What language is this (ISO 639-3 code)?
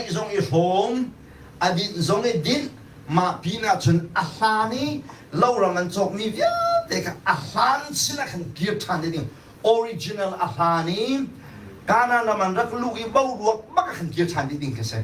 cnh